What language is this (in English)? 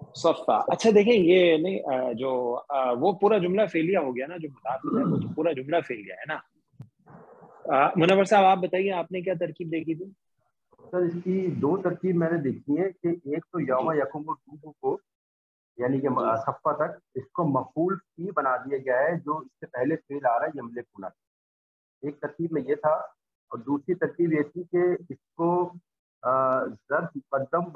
Urdu